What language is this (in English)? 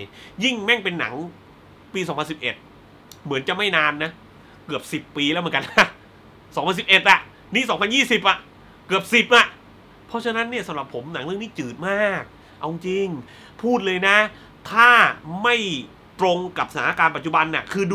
Thai